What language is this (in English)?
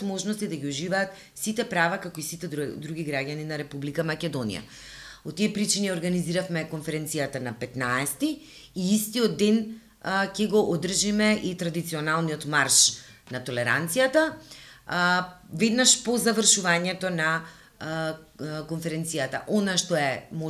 Macedonian